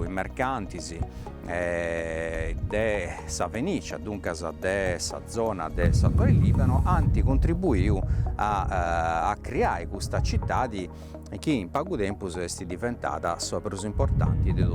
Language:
Sardinian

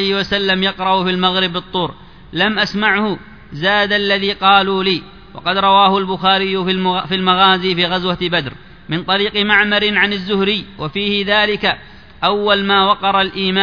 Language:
Arabic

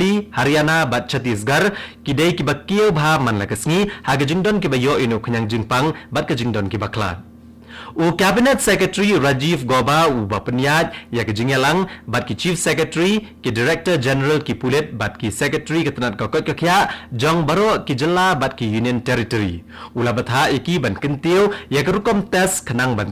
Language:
Khasi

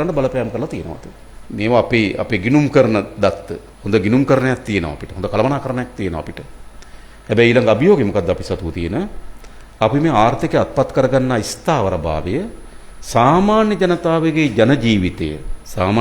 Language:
Sinhala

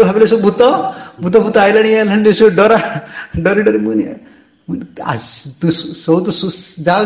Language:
Odia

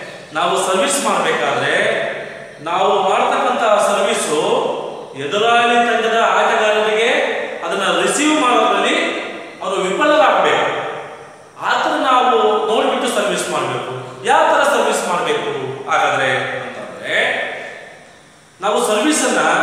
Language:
Kannada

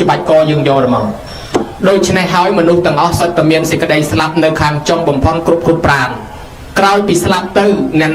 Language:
Khmer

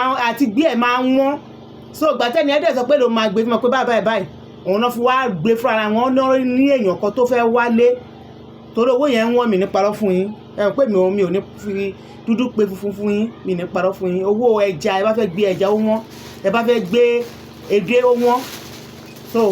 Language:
Yoruba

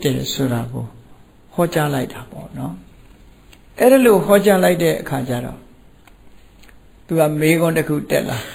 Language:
Burmese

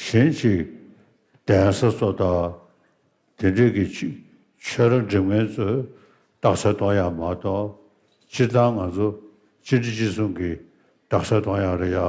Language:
Tibetan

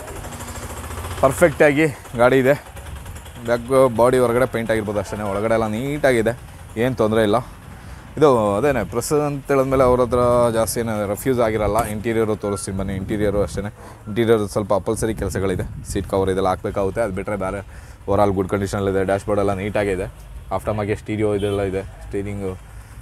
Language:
Kannada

